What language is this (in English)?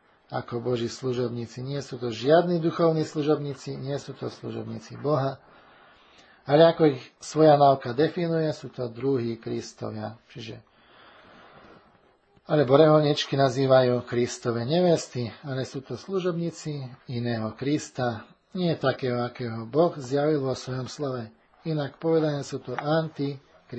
Slovak